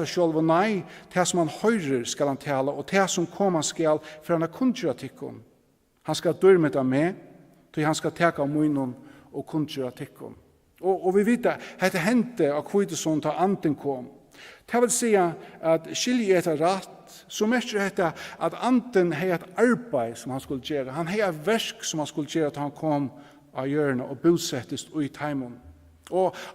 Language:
Faroese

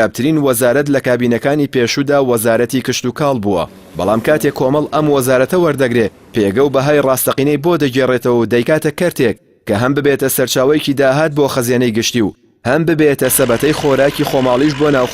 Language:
Central Kurdish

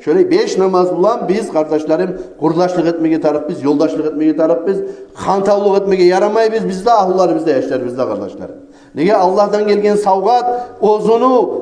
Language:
Kumyk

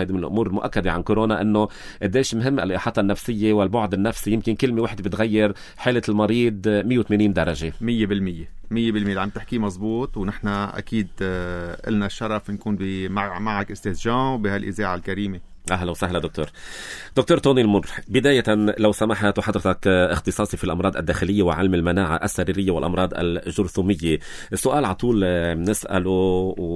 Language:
North Levantine Arabic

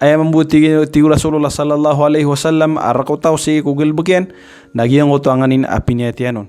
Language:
Maranao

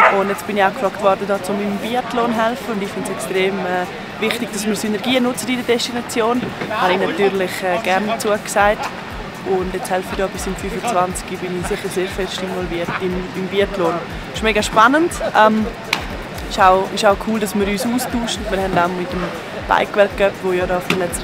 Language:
Swiss German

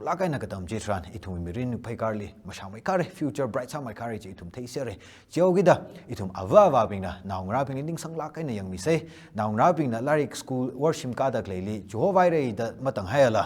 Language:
Tangkhul Naga (India)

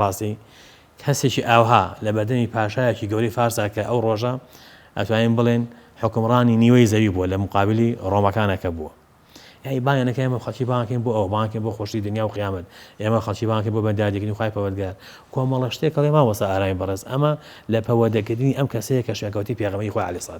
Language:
Central Kurdish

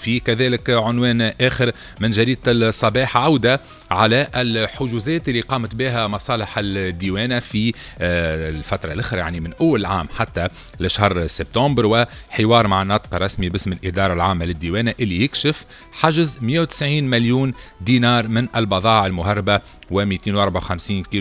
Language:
Tunisian Arabic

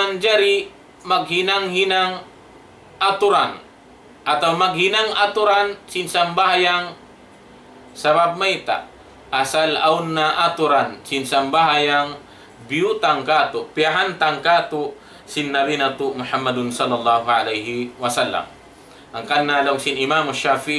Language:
Tausug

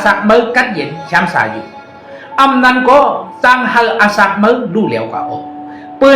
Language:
Shan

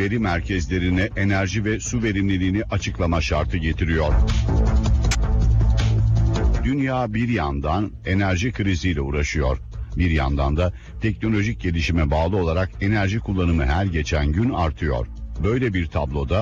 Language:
Turkish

